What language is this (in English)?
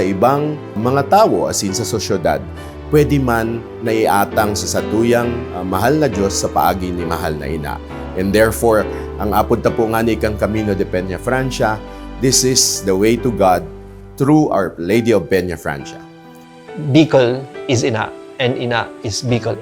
Bikol